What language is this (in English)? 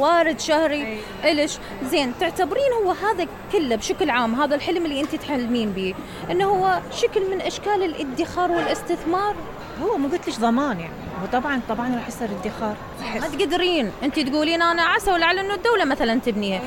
Mesopotamian Arabic